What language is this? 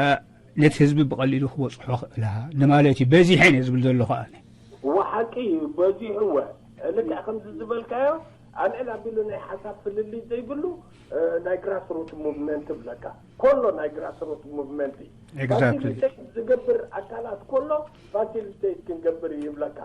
Tigrinya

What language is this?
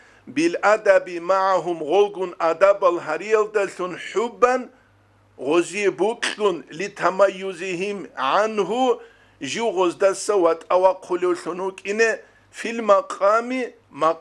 Avaric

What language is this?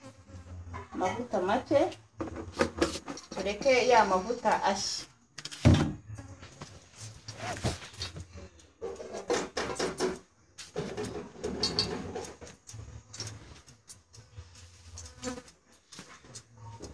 Kinyarwanda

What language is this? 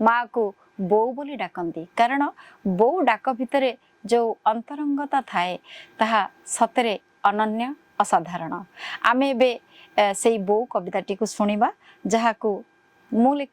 Odia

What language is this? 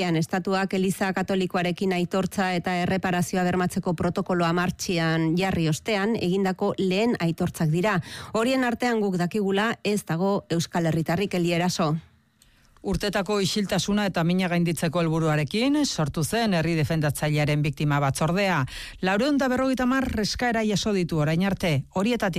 Basque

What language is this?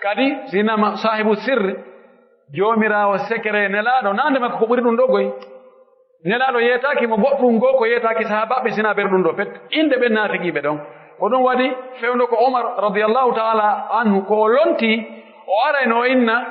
Pular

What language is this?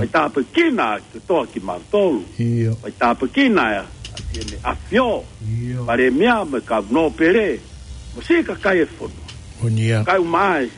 Tongan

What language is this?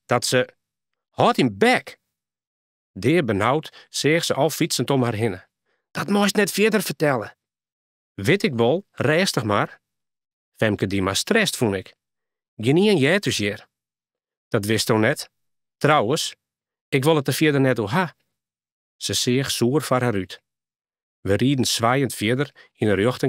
Western Frisian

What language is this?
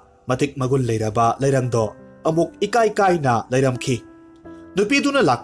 Manipuri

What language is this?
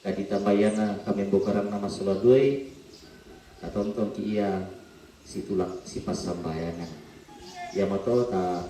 Toraja-Sa'dan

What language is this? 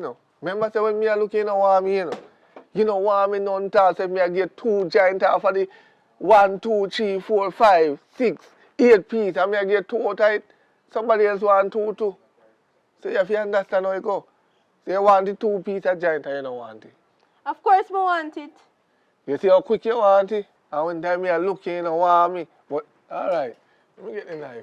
Jamaican Creole English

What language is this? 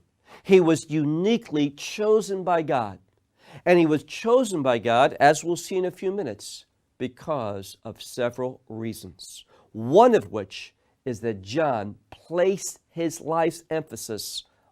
English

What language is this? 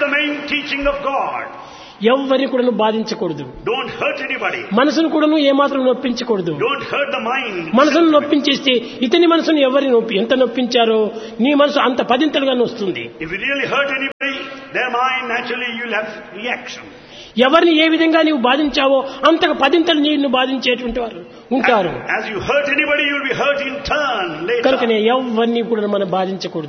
Telugu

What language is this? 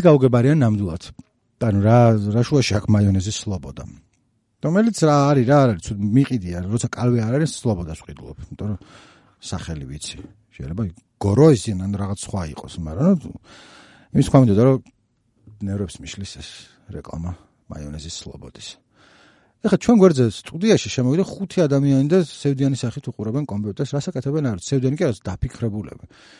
Georgian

